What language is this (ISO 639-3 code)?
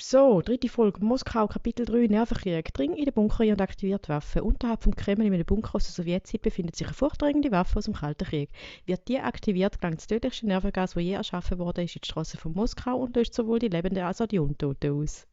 gsw